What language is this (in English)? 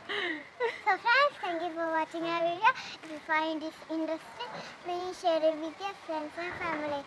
Malayalam